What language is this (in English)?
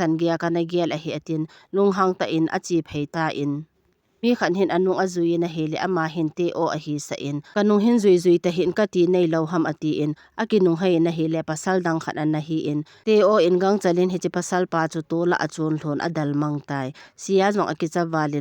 Thado Chin